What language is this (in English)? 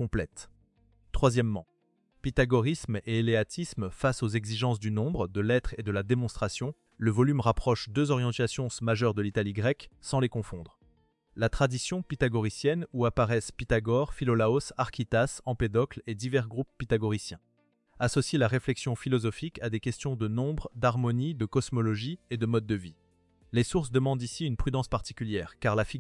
French